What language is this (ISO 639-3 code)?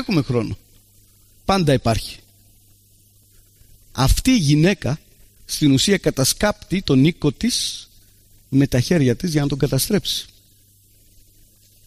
ell